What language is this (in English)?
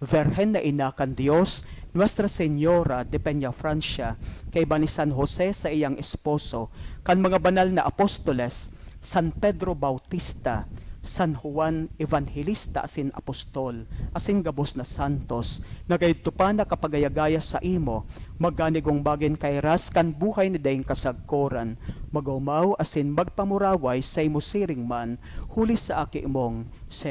Bikol